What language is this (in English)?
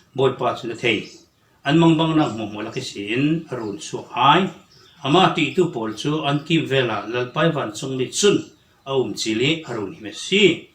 Falam Chin